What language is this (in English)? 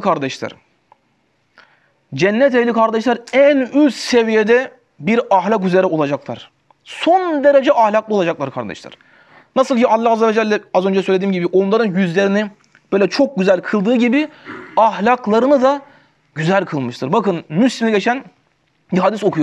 Turkish